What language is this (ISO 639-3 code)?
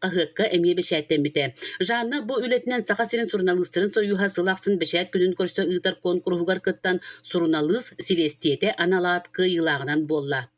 sah